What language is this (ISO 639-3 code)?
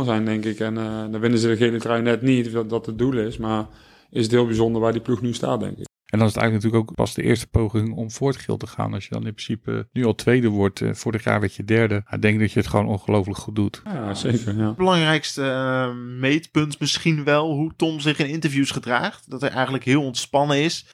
nld